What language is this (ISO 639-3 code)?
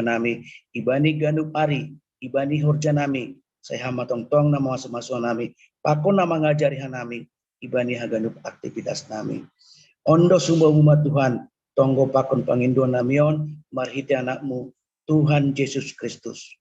bts